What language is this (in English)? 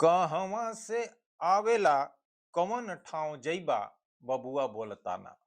Bhojpuri